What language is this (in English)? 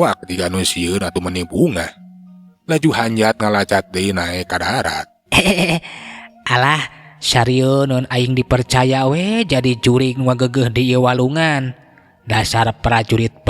Sundanese